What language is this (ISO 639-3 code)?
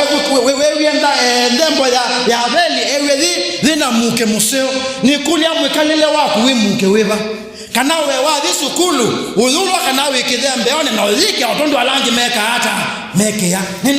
kam